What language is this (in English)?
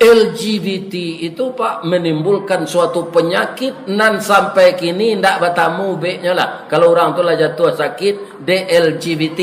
Minangkabau